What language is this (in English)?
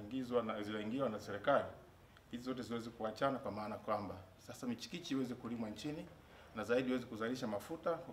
Swahili